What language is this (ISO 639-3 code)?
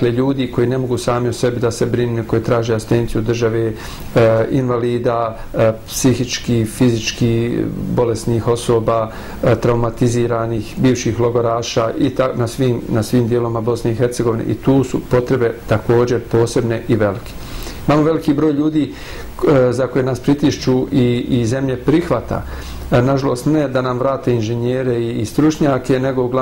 bos